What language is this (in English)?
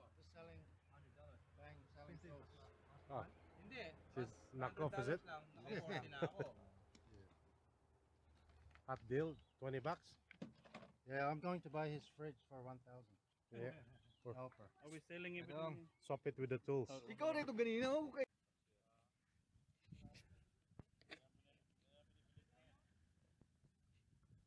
Filipino